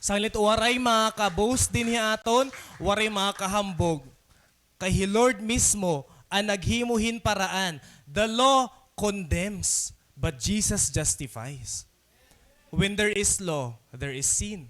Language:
Waray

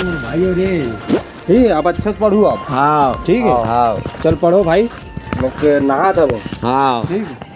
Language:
Chhattisgarhi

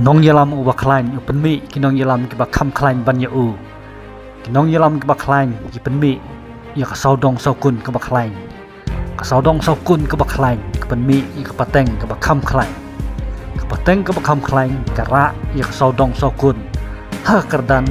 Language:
Khasi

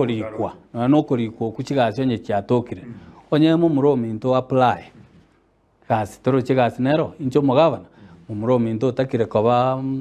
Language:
Gusii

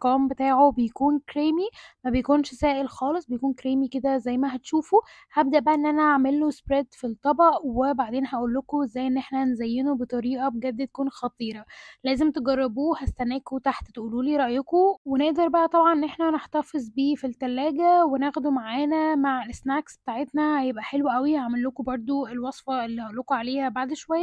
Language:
Egyptian Arabic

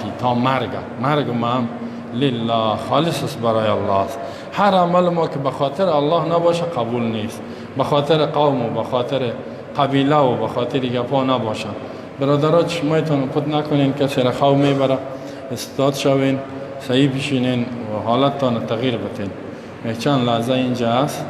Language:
Persian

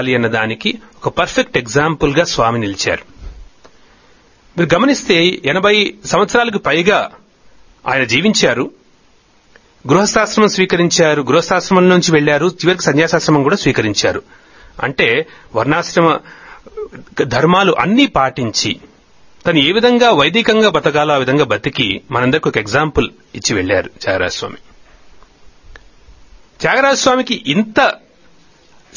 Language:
Telugu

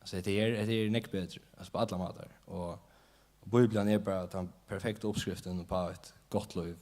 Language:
Faroese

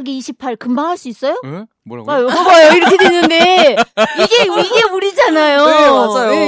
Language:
Korean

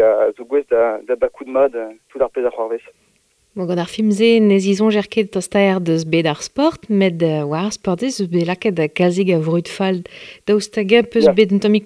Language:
Breton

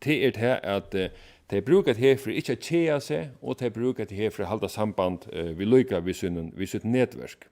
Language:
Faroese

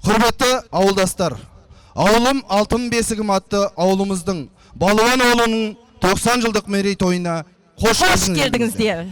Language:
Kazakh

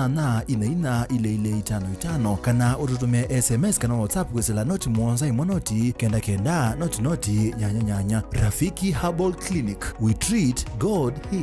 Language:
Kamba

